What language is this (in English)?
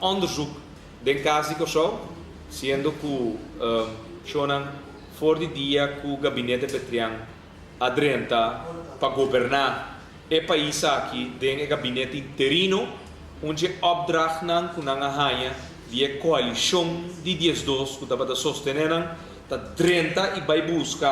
Papiamento